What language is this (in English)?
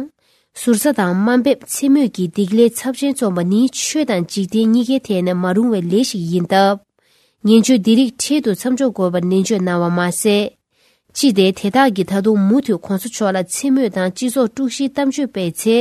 Tibetan